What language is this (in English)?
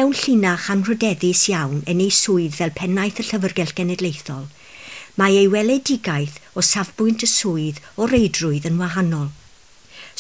Welsh